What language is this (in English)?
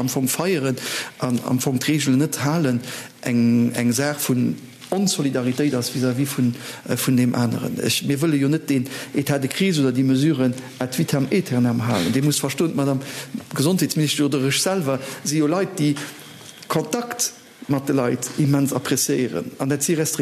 Luxembourgish